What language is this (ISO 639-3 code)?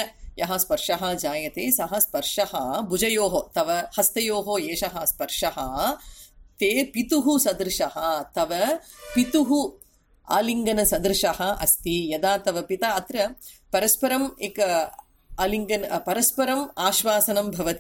san